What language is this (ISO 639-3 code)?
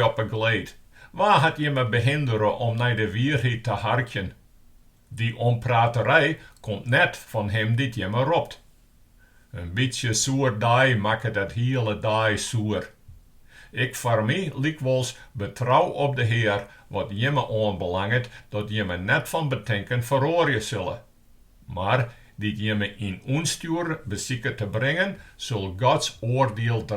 fry